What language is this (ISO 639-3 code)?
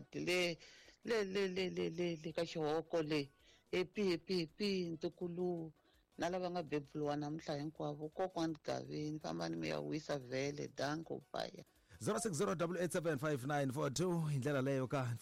tso